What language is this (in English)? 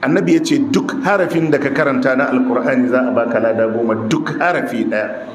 Hausa